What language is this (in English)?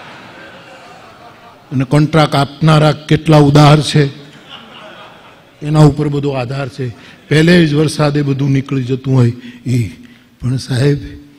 Gujarati